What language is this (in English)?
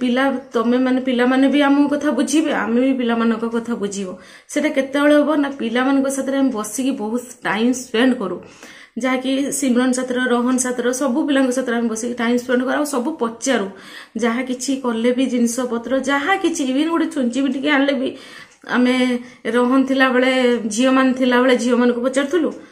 Odia